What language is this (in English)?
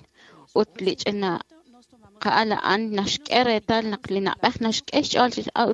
Kekchí